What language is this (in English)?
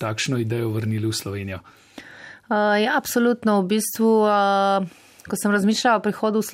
Slovenian